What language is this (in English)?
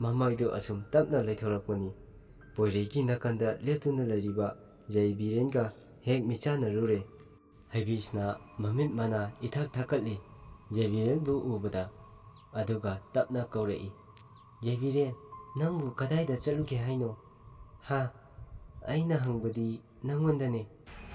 Manipuri